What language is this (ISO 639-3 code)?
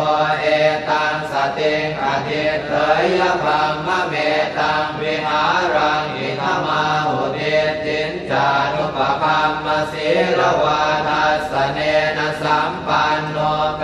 pli